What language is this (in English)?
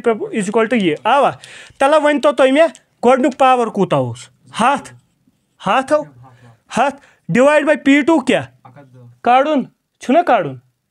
Kashmiri